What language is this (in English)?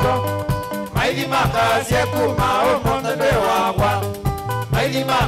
Kamba